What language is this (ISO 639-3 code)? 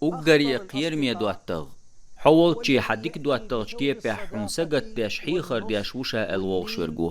che